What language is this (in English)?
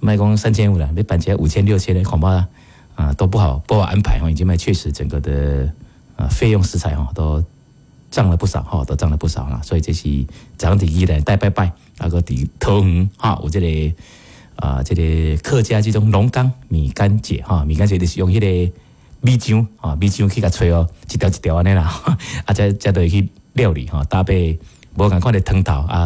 Min Nan Chinese